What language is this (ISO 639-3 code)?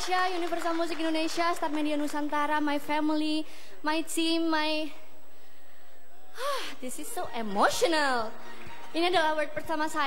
msa